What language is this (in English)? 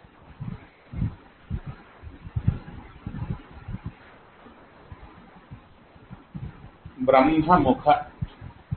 Kannada